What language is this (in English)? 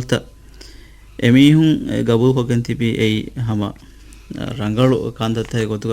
Divehi